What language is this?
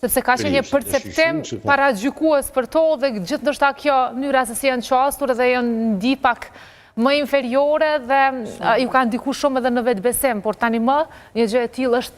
Albanian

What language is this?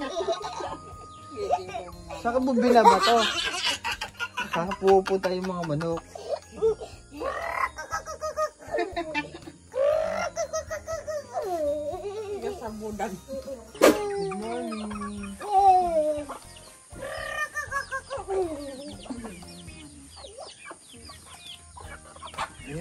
Filipino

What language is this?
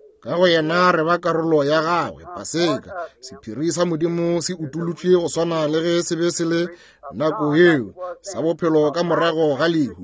Northern Sotho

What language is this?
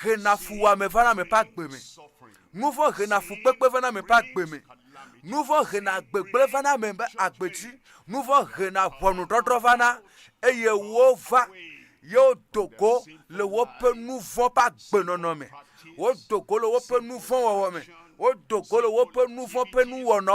Ewe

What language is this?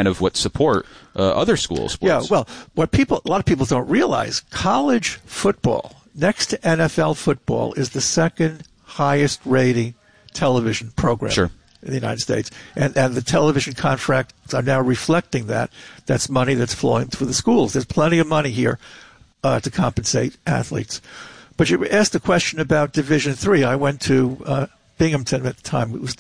English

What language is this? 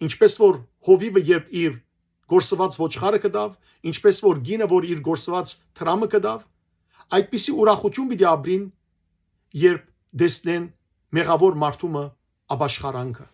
Western Armenian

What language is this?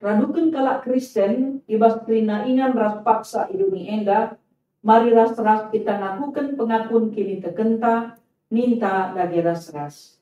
Batak Karo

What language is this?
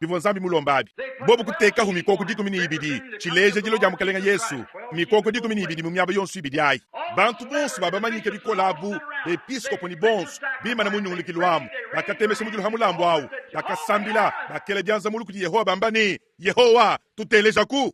Luba-Lulua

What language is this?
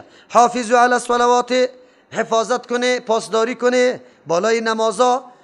Persian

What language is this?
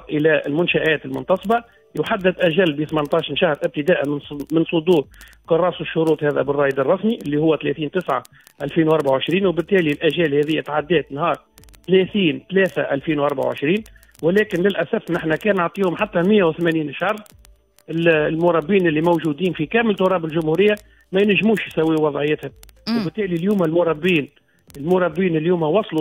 Tunisian Arabic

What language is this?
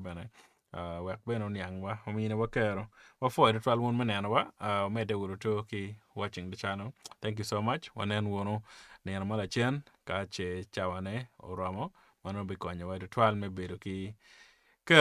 Acoli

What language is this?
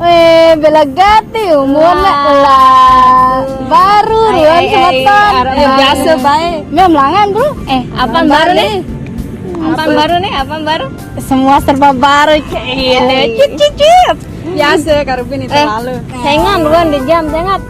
Sasak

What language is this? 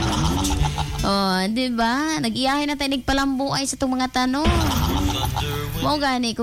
Cebuano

